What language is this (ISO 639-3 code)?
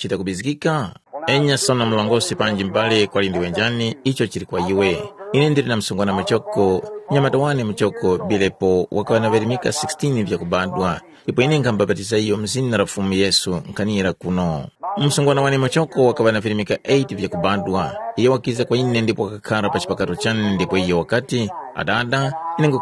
tum